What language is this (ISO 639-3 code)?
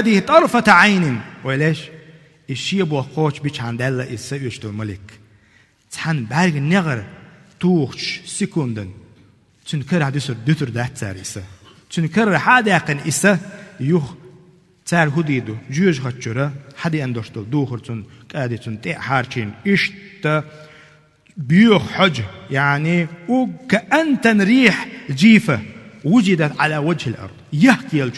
che